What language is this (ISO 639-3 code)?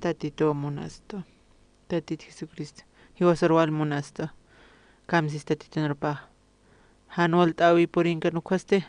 aym